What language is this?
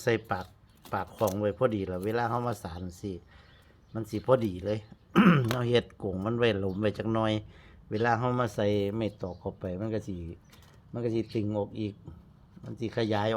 Northeastern Thai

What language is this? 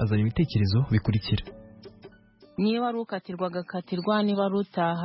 Kinyarwanda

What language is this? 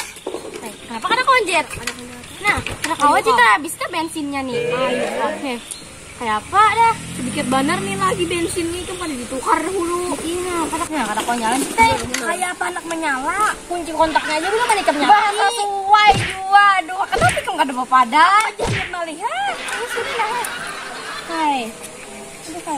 Banjar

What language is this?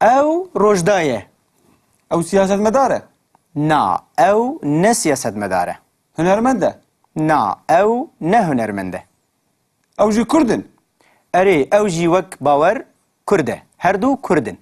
Kurdish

